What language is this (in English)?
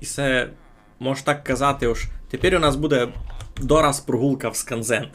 Rusyn